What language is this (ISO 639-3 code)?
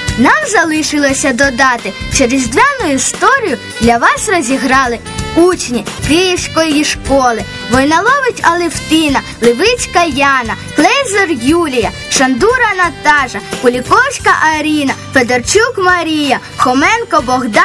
ukr